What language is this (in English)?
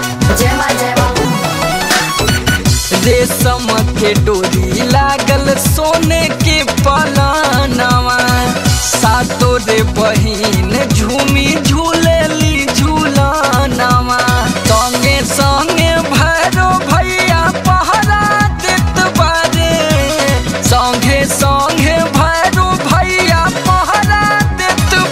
Bhojpuri